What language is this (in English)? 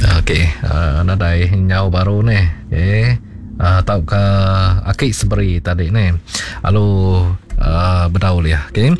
Iban